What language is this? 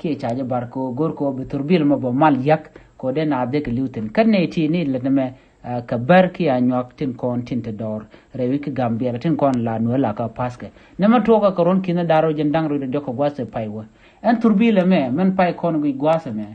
Nuer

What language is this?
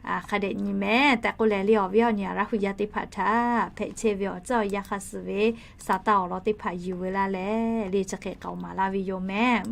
Lahu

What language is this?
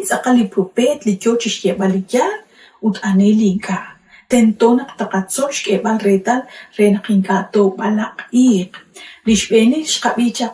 Kekchí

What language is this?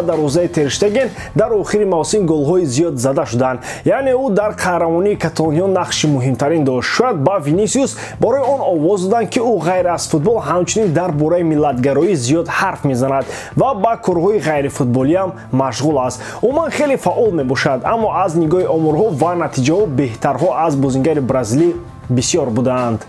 Tajik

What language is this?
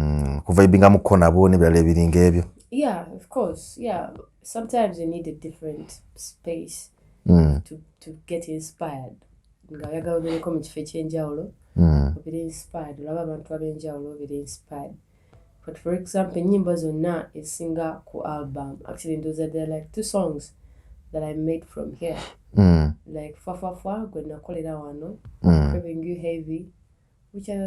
Ganda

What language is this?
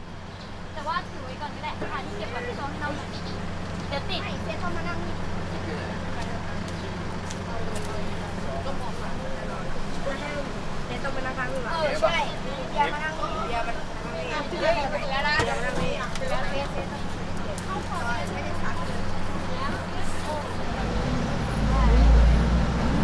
Thai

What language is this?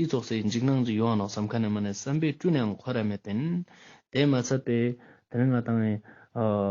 Ladakhi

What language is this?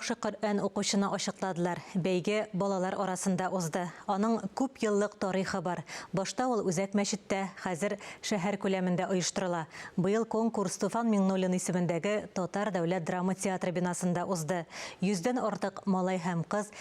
Tatar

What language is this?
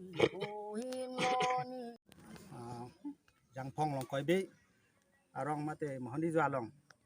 Karbi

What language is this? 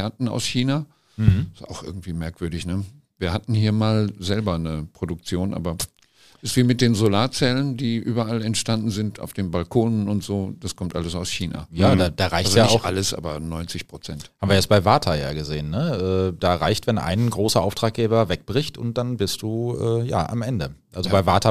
German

